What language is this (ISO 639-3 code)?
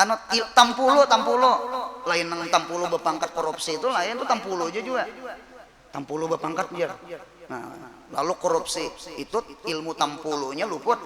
bjn